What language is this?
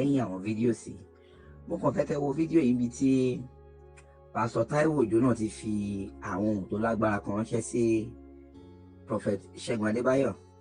Yoruba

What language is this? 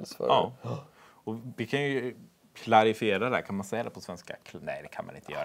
Swedish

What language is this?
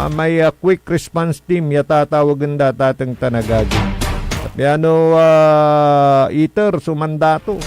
Pangasinan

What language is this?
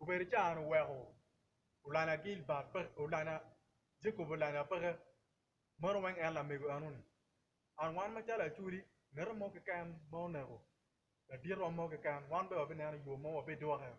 Acoli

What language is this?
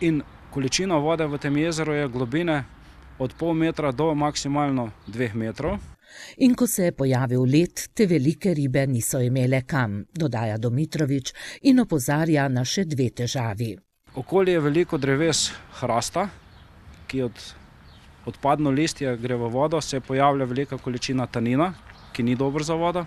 Slovenian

